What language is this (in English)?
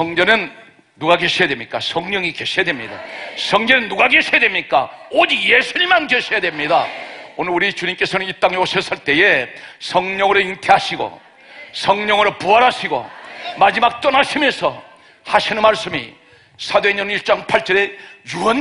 Korean